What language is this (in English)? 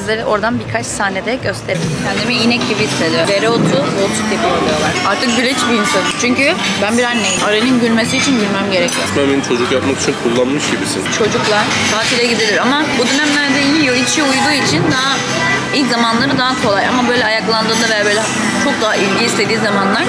Turkish